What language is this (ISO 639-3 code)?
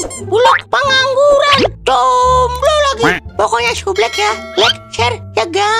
bew